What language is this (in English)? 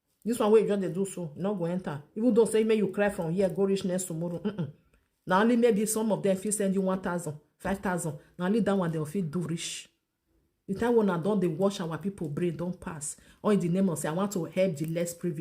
Nigerian Pidgin